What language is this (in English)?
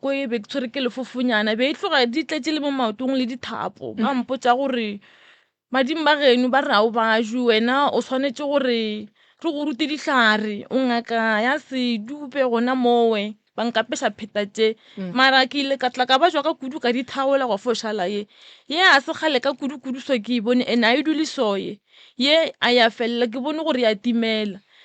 Northern Sotho